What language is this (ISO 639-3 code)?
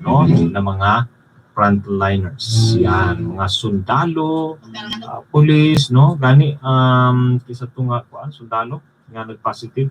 ceb